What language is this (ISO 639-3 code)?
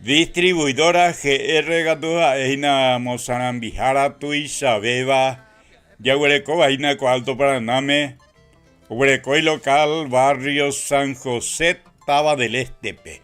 grn